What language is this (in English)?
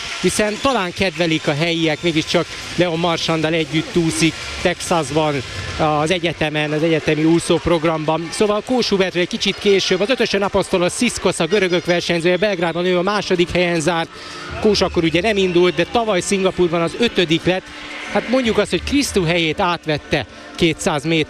Hungarian